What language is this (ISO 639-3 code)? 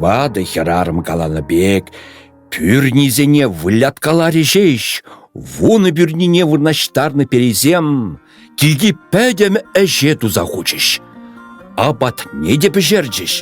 chv